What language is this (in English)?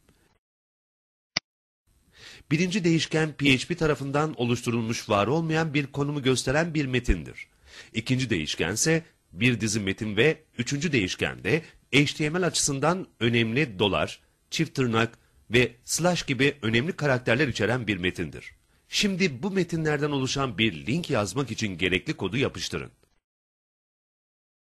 Turkish